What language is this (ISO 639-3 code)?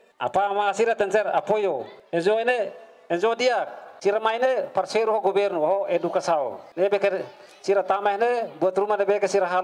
tet